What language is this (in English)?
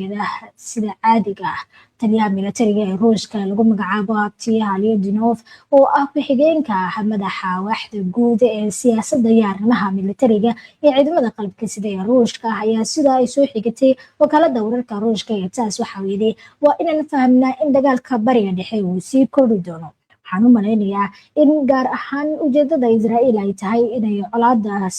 Somali